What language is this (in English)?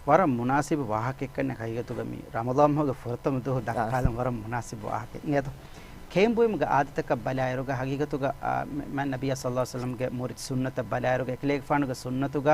Divehi